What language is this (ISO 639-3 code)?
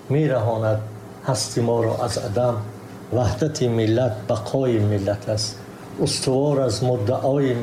tgk